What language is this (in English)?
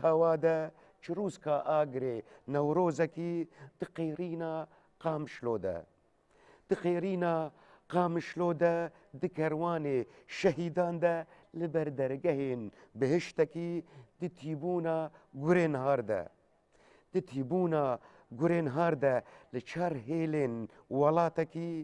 Kurdish